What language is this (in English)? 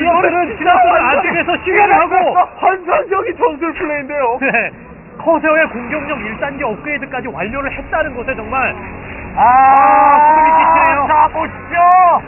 Korean